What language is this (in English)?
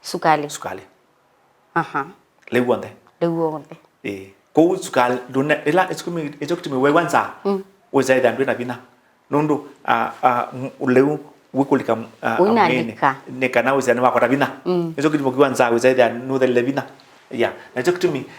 Kamba